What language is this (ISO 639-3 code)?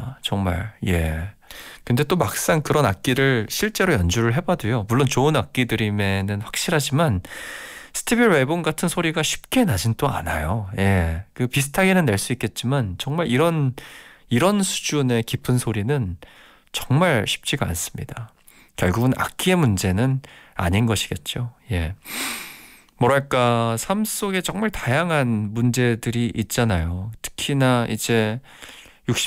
kor